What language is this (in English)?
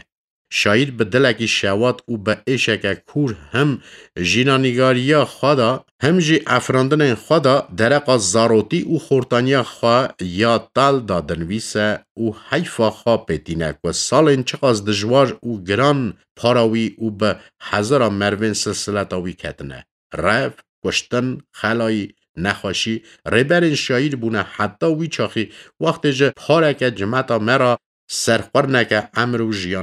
Kurdish